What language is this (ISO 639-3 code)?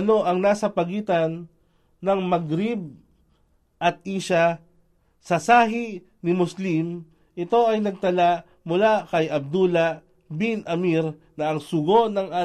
fil